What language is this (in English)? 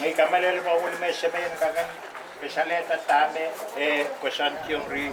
Pohnpeian